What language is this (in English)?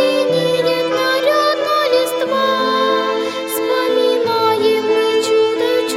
Russian